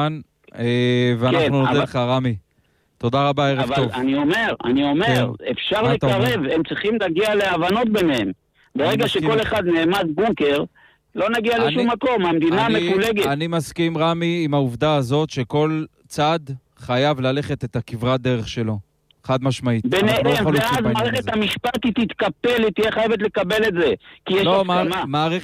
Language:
Hebrew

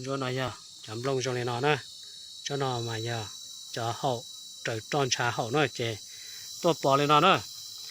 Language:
Hmong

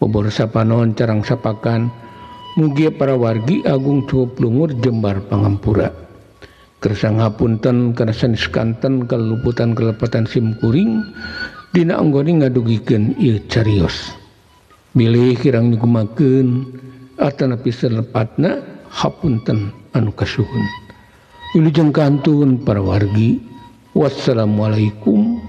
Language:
Sundanese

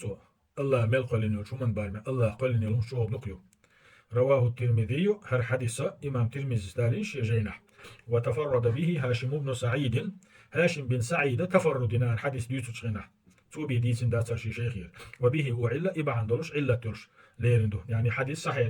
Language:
Chechen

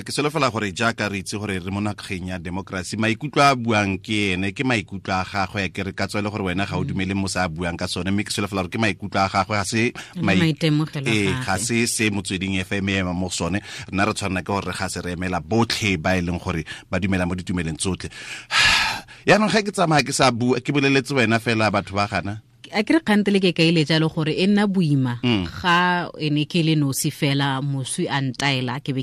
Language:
Tswana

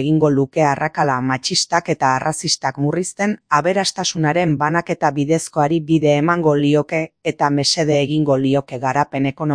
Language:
Basque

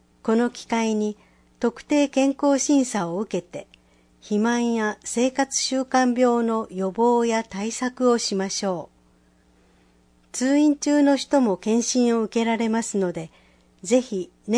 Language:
Japanese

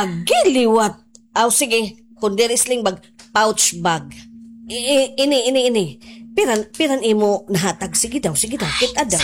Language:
Waray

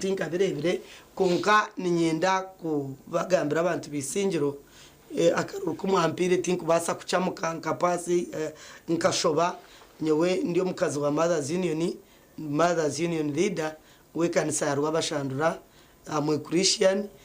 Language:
Nyankole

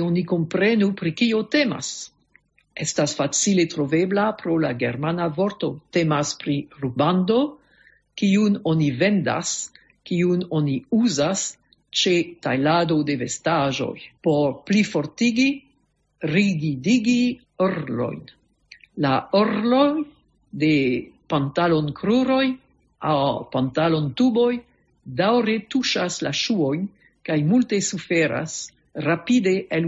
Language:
Esperanto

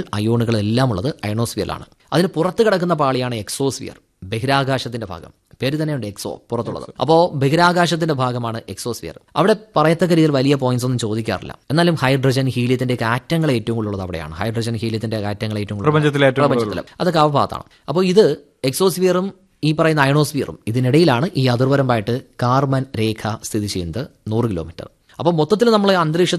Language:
Malayalam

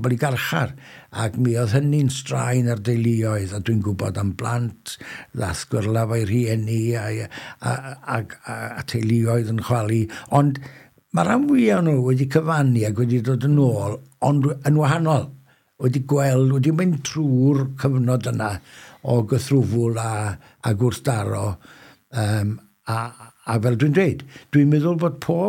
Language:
Welsh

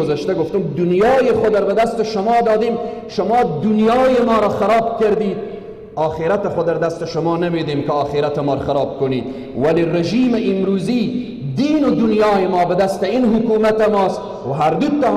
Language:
Persian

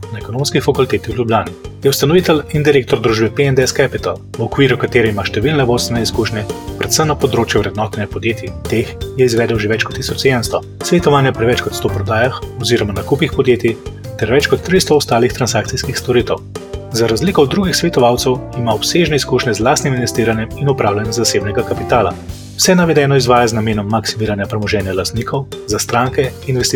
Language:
Slovenian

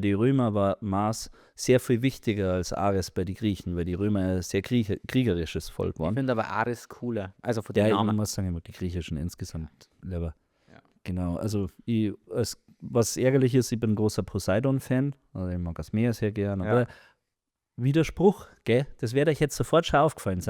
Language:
Bavarian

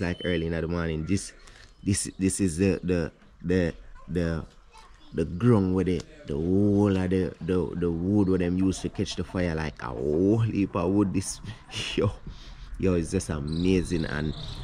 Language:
Jamaican Creole English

